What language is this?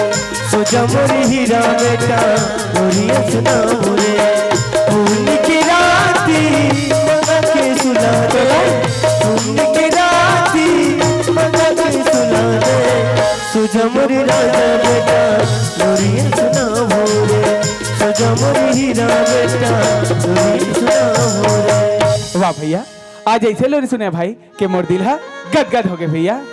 Chhattisgarhi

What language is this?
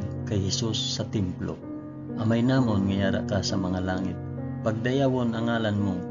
Hiligaynon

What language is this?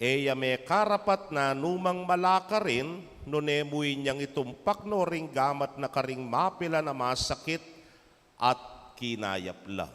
Pampanga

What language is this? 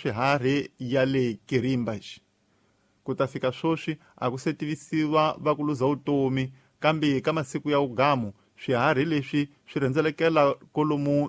Tsonga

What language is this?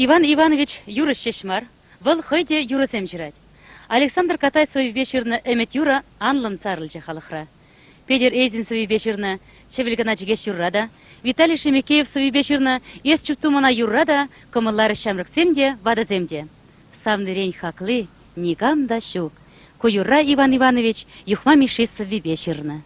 Chuvash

